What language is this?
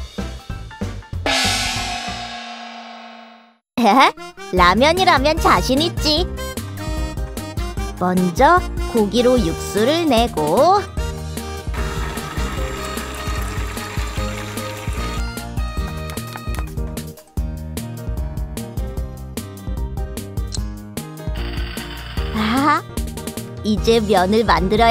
Korean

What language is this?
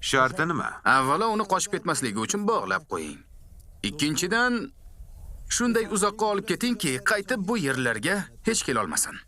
Uzbek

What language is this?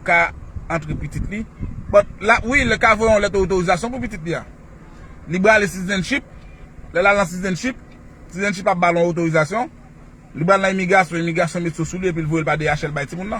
Haitian Creole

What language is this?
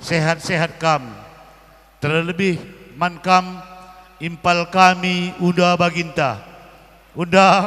Batak Karo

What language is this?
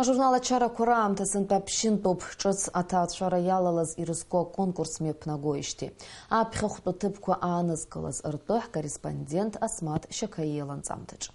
Abkhazian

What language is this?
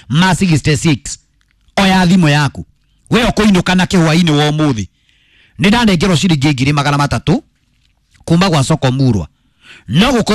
Kikuyu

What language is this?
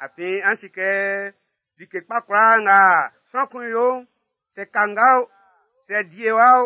Baoulé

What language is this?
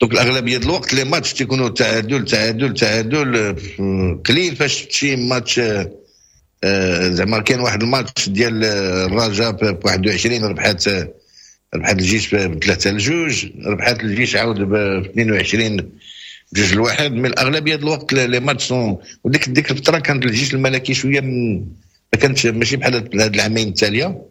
Moroccan Arabic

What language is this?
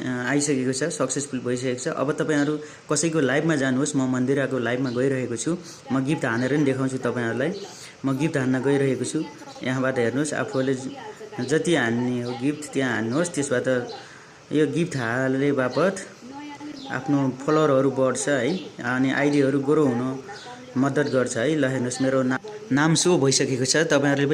Nepali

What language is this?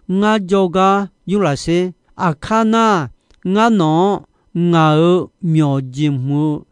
Akha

